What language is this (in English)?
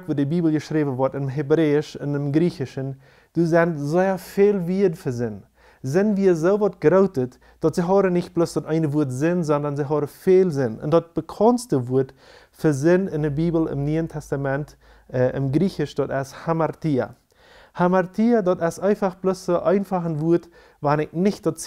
Plautdietsch